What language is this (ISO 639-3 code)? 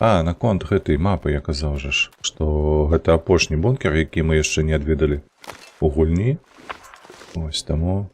bel